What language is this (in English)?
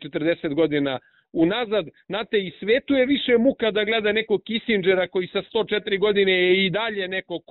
Serbian